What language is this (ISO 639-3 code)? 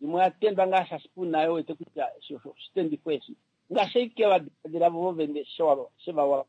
kua